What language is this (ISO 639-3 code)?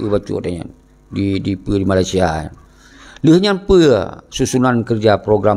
ace